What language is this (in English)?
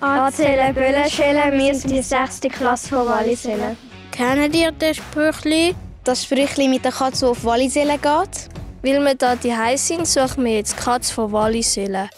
Swiss German